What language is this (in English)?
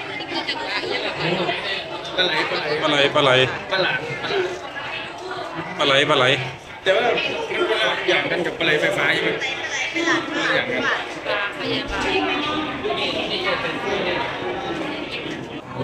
Thai